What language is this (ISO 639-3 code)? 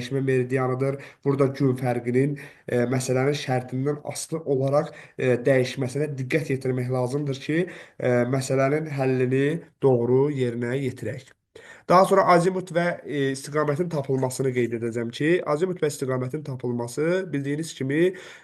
aze